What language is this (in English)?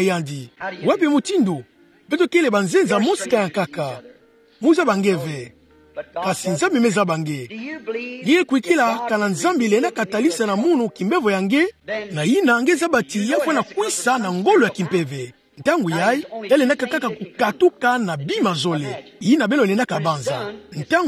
Kituba (Democratic Republic of Congo)